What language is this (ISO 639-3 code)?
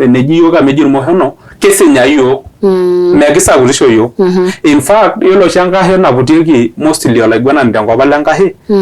mas